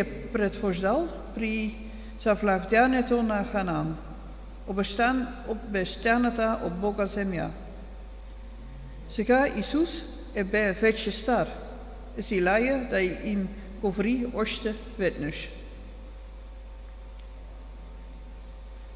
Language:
Bulgarian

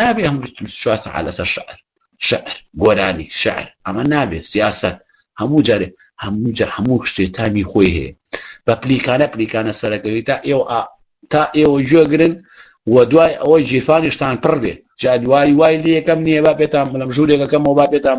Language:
Central Kurdish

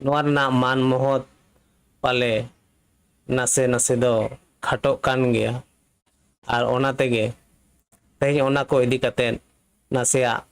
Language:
Santali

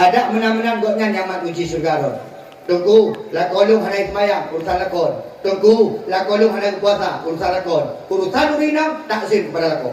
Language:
Achinese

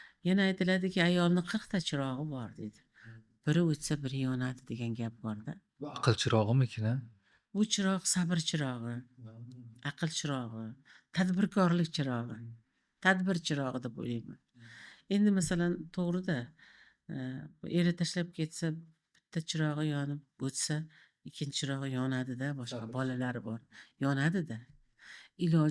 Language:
Uzbek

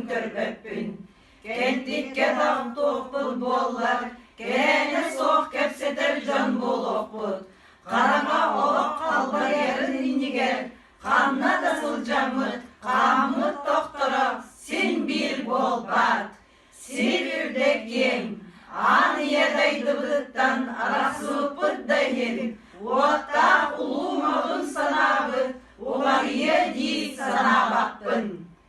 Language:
Yakut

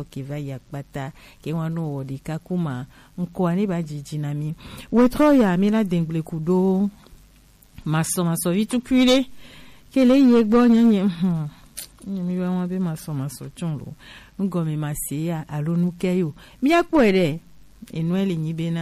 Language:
Gen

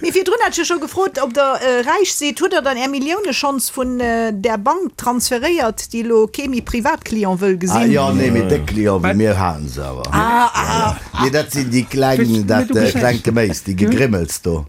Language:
Luxembourgish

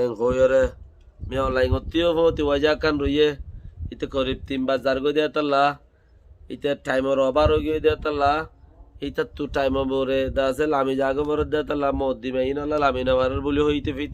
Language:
Rohingya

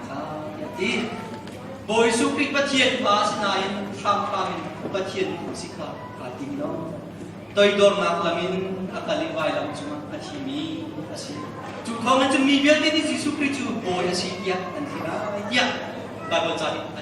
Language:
Hakha Chin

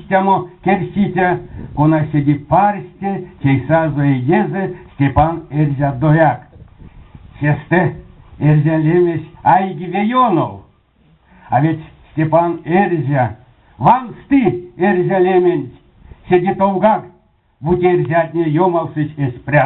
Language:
Erzya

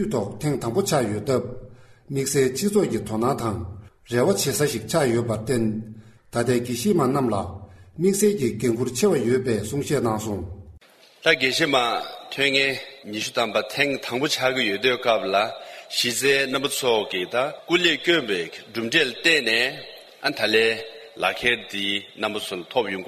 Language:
Tibetan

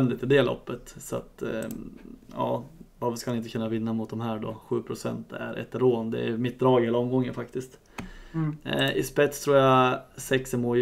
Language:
Swedish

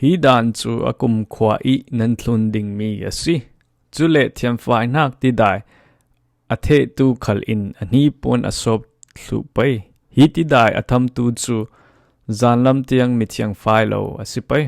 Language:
Falam Chin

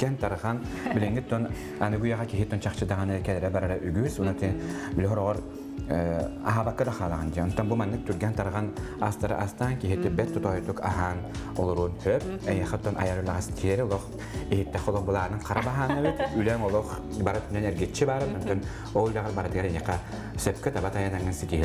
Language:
Yakut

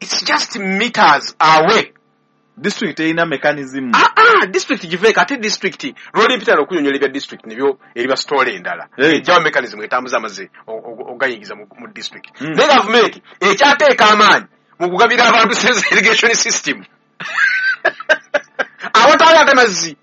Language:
Ganda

